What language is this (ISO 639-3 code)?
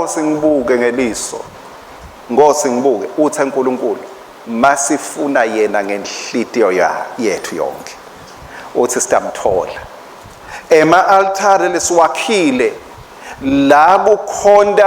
ssw